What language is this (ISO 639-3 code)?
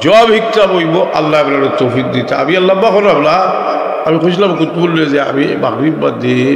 syl